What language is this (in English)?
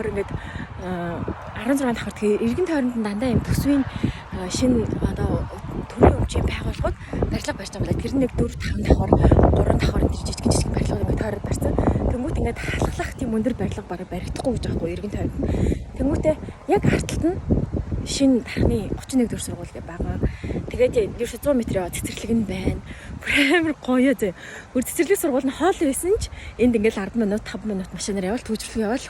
Mongolian